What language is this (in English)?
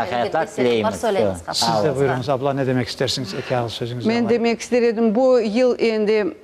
Crimean Tatar